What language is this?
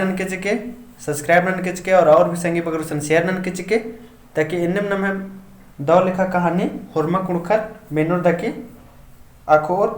Kurukh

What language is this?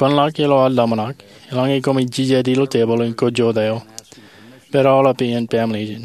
Marshallese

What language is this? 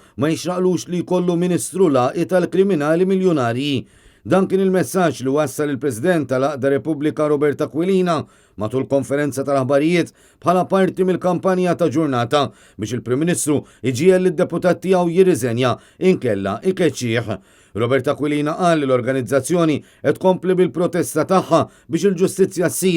Maltese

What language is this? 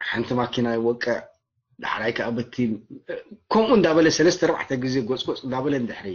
Tigrinya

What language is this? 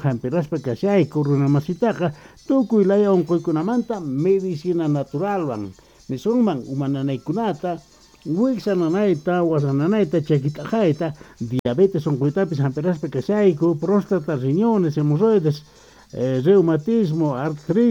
South Bolivian Quechua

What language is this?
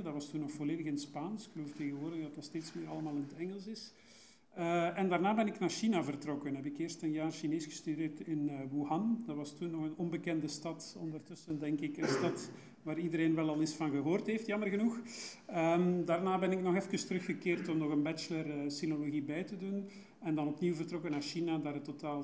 Dutch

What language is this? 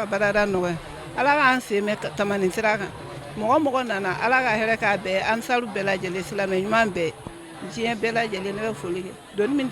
Bambara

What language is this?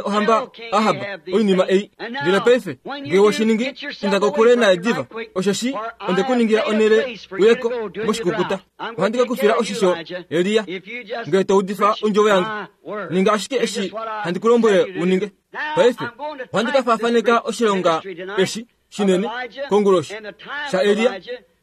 Kuanyama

